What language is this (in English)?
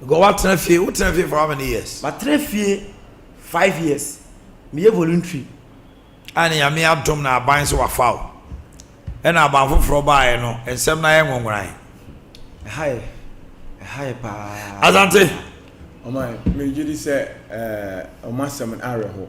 Akan